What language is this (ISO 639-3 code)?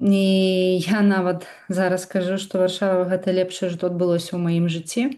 bel